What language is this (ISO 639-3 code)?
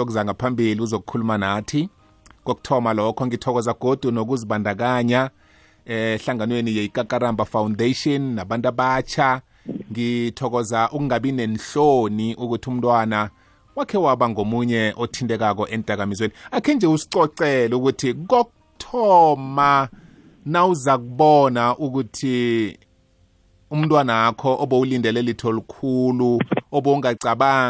nbl